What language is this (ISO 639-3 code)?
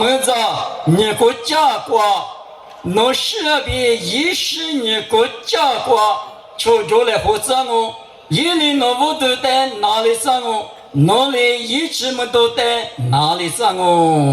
lis